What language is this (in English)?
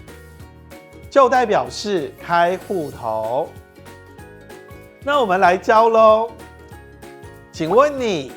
Hakka Chinese